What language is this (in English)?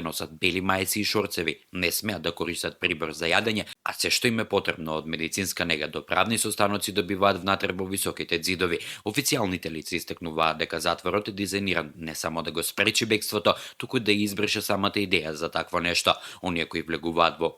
Macedonian